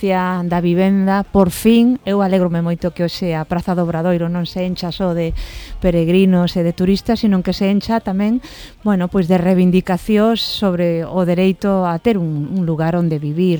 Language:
Galician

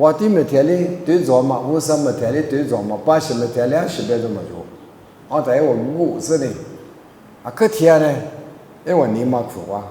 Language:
Lisu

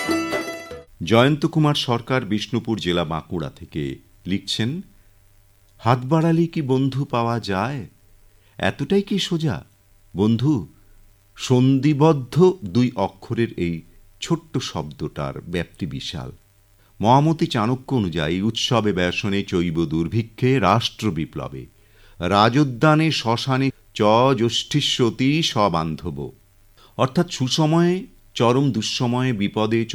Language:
Bangla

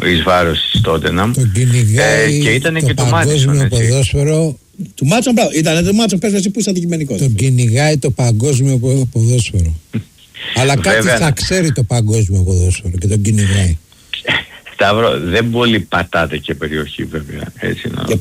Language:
Greek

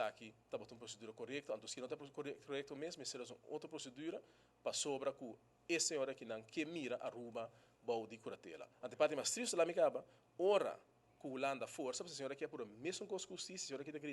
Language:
Papiamento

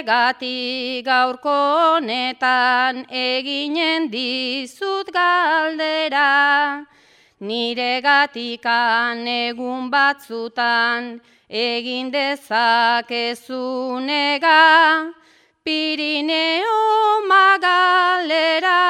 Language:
Basque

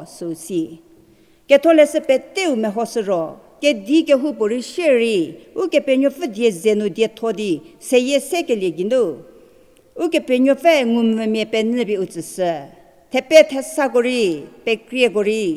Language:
Angami Naga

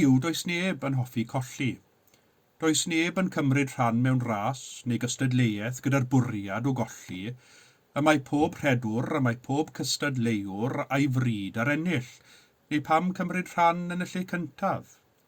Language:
Welsh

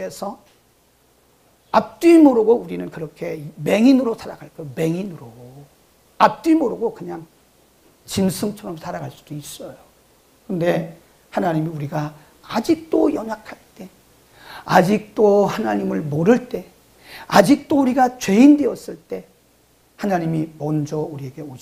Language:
Korean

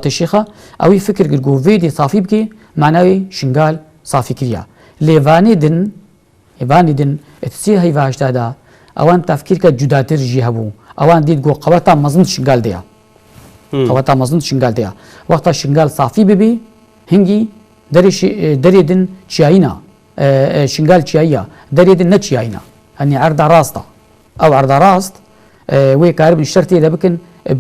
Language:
Kurdish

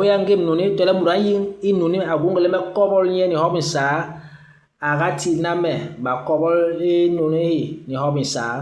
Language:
Basaa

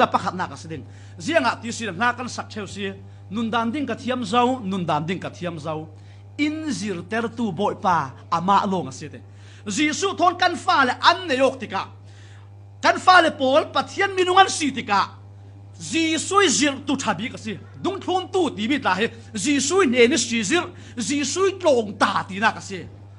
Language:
Falam Chin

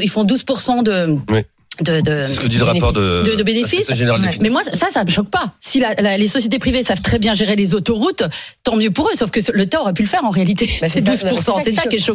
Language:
French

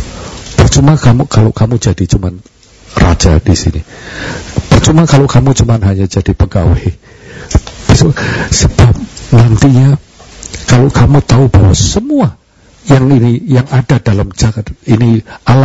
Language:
Indonesian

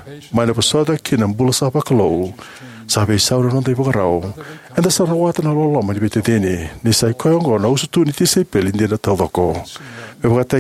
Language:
Fijian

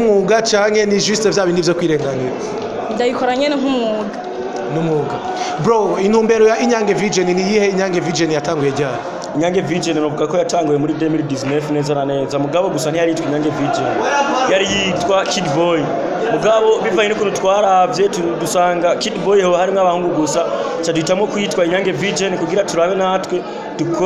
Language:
Rundi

